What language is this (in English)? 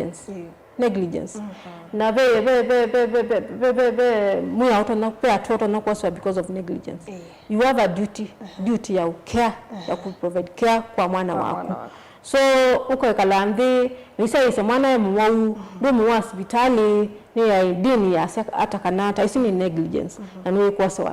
Kamba